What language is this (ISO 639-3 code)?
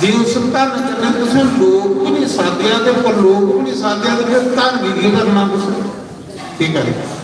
doi